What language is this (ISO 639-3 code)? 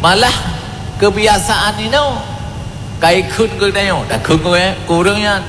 ace